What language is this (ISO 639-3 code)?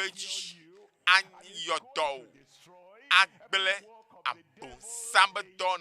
ewe